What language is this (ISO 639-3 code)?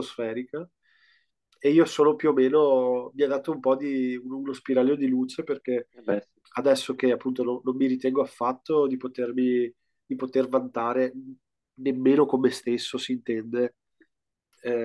ita